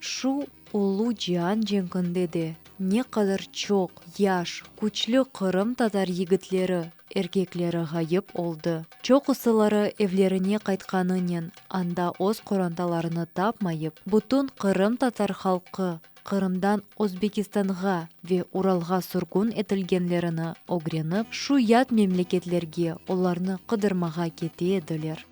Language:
Crimean Tatar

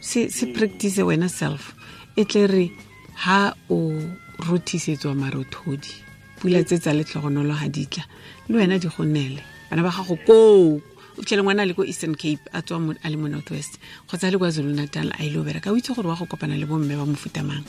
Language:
Tswana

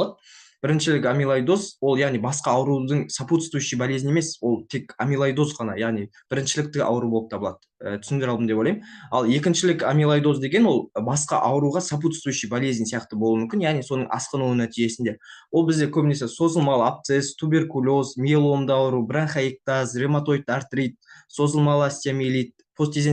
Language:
Kazakh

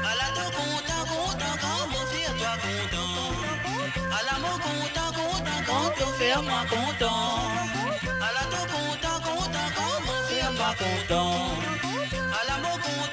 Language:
Morisyen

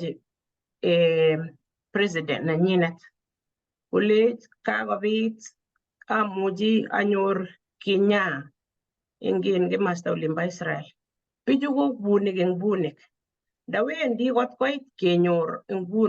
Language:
Kalenjin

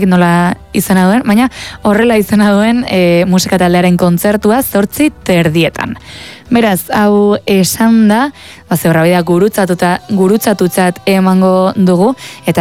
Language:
Basque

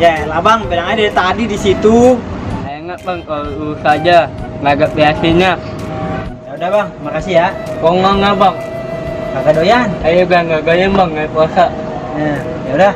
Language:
Betawi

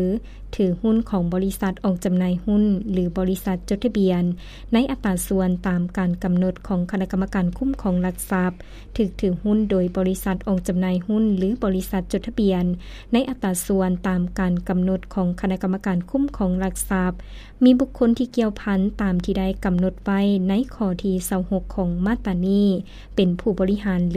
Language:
Lao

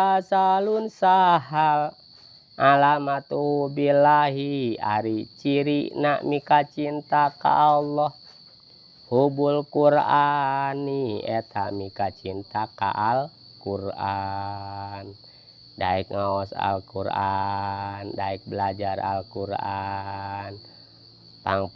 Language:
Sundanese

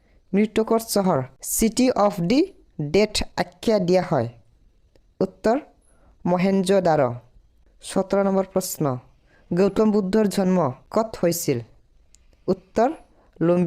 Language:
Assamese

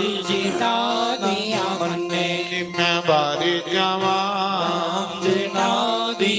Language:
Dogri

